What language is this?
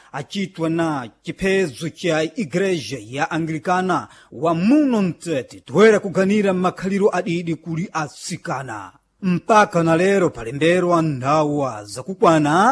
Sena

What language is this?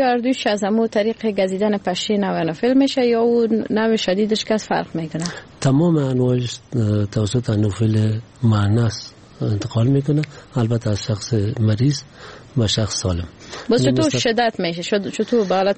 Persian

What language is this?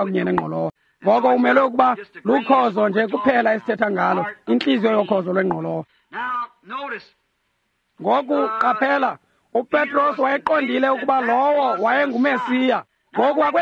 Xhosa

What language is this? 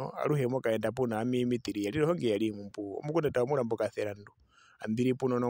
Herero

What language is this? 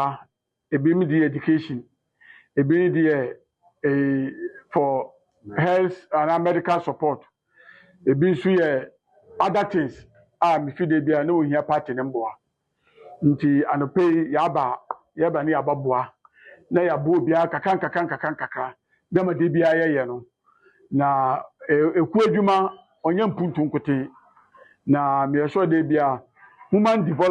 Akan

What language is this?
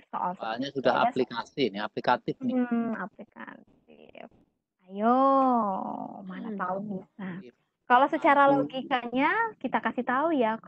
Indonesian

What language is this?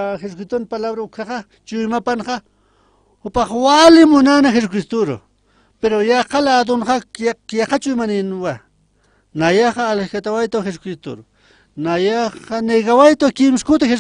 Aymara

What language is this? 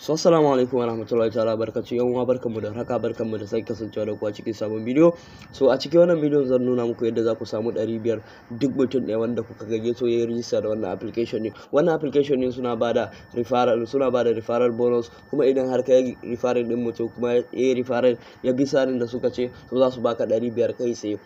Hausa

